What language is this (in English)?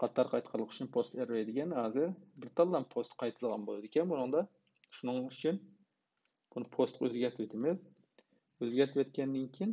Uyghur